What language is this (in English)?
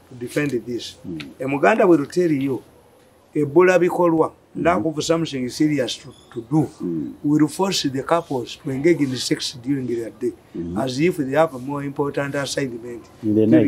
English